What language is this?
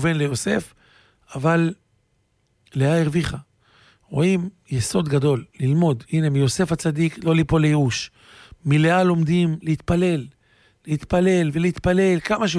Hebrew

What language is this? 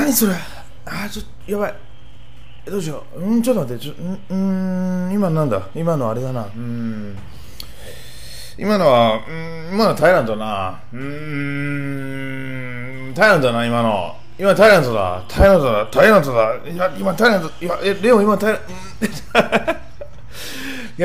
Japanese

